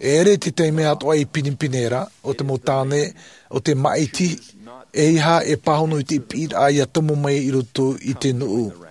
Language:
Tahitian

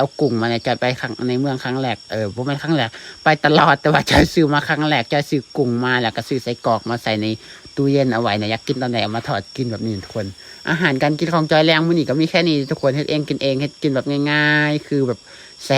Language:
Lao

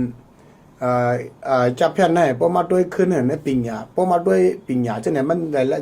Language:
Shan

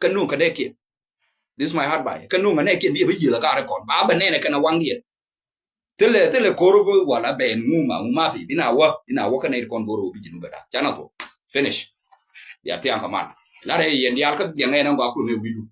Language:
Nuer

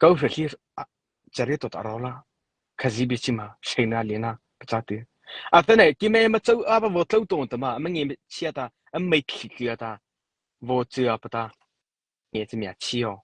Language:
Mara Chin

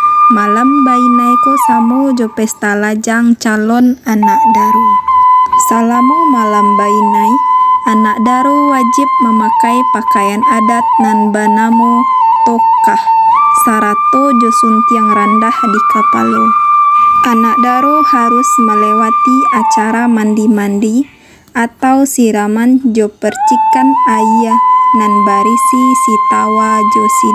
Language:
Minangkabau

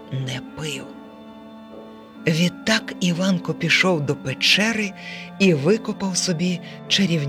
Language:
Ukrainian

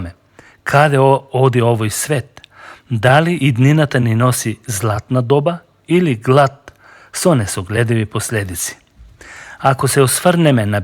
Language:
Macedonian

